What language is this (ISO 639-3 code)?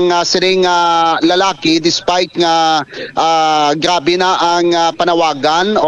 hil